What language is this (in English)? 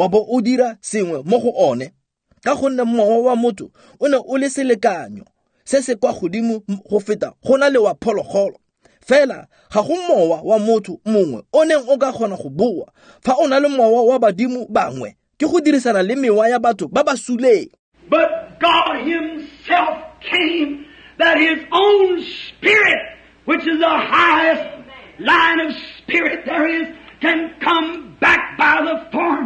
Tswana